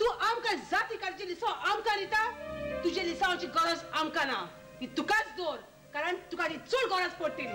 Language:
Konkani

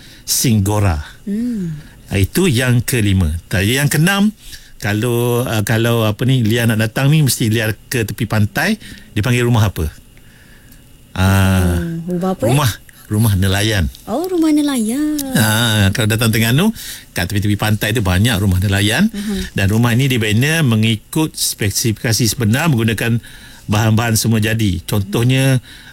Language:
Malay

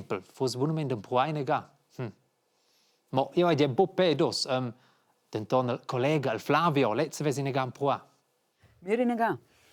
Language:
Romansh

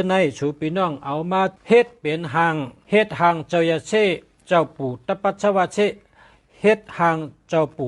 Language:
Shan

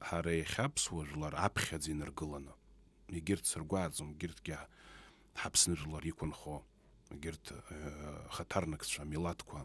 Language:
Abkhazian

